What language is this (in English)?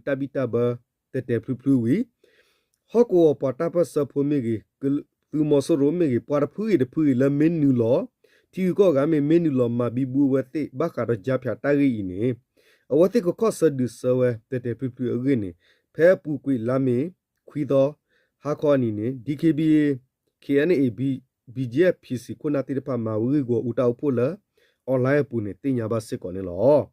S'gaw Karen